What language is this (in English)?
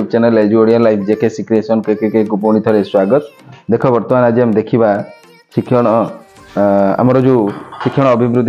Odia